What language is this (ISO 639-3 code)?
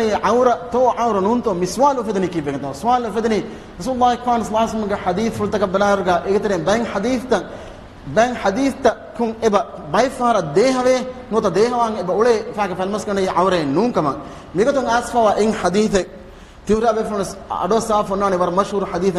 div